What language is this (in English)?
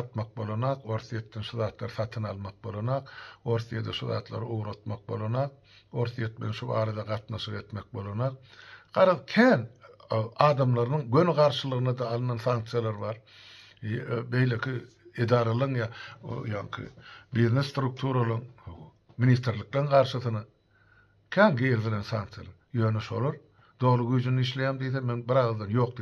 Turkmen